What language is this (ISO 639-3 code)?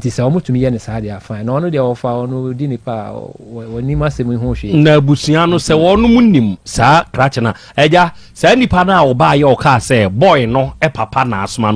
aka